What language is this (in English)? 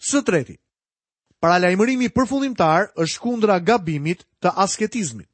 Albanian